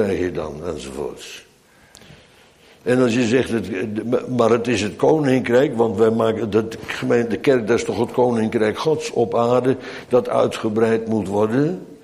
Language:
Dutch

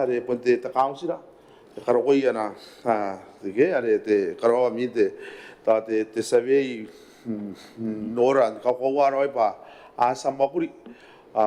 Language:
Gilbertese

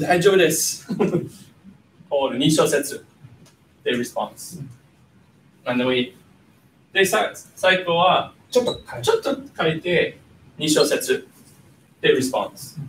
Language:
Japanese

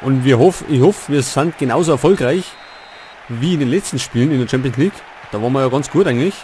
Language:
Bavarian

